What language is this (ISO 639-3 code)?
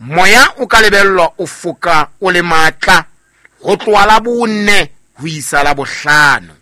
sot